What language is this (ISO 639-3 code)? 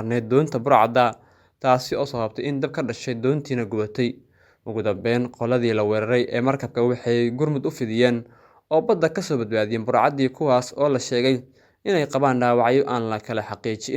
som